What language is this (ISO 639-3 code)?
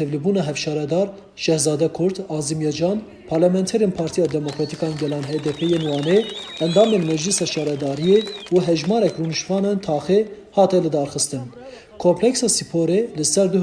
kur